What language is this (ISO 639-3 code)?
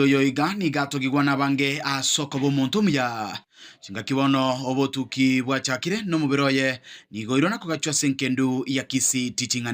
guz